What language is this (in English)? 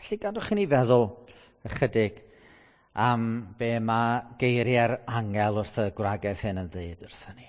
Welsh